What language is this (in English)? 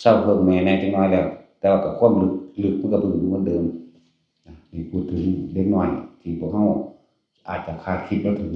Northeastern Thai